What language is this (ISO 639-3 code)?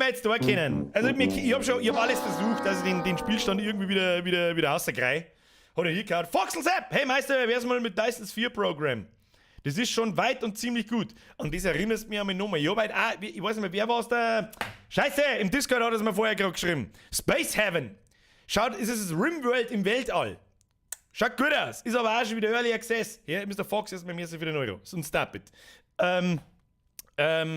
bar